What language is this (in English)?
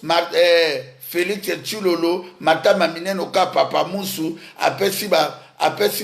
Lingala